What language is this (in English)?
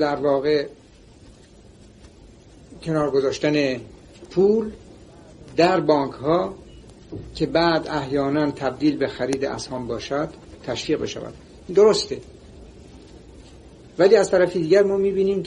Persian